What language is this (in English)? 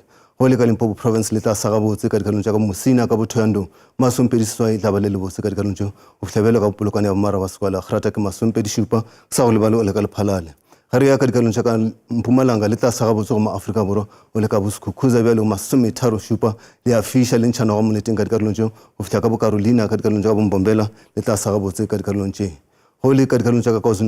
Northern Sotho